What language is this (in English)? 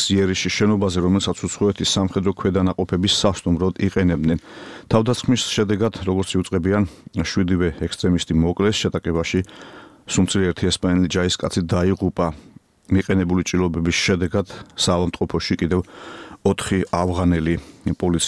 Georgian